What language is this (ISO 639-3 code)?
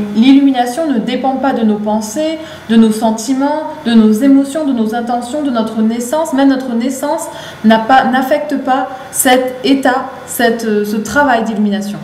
fra